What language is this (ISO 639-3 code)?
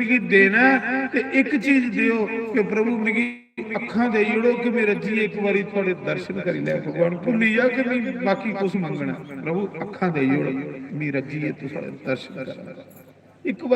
doi